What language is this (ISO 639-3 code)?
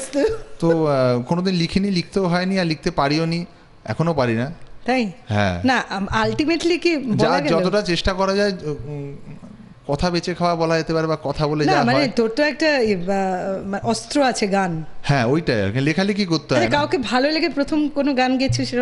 ben